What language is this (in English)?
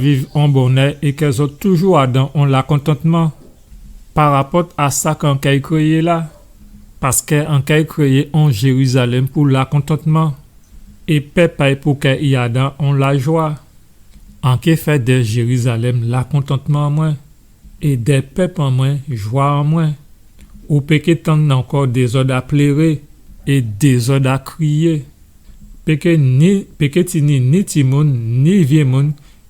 Guadeloupean Creole French